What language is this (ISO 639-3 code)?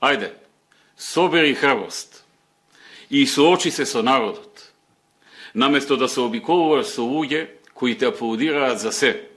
mkd